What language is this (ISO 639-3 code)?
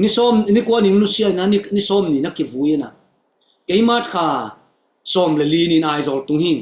ctd